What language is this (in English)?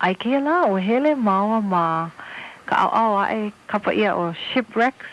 Hawaiian